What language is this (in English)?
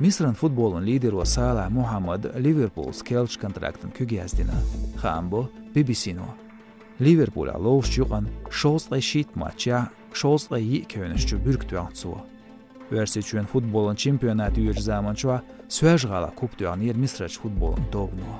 Chechen